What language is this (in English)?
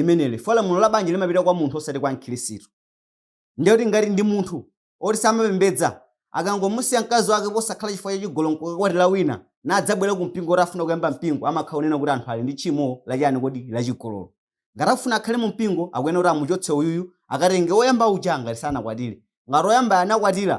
Nyanja